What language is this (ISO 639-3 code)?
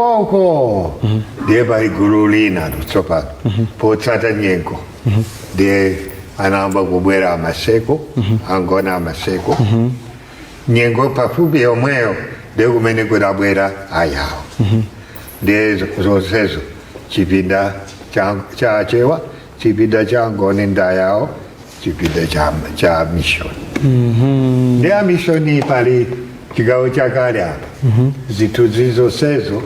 nya